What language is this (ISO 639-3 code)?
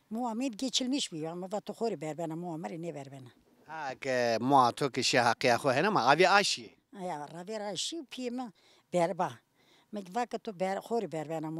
zza